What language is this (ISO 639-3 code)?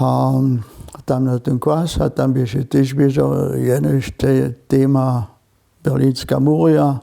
hsb